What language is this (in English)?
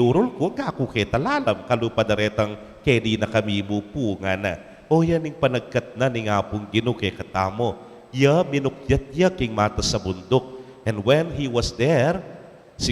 Pampanga